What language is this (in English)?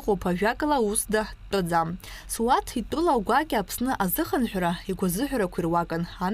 Abkhazian